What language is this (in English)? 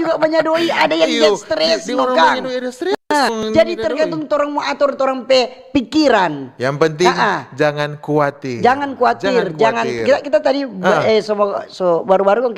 Manado Malay